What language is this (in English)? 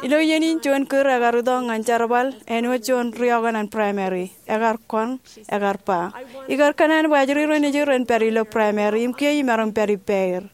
Marshallese